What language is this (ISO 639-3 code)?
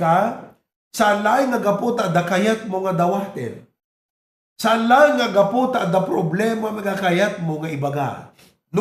ilo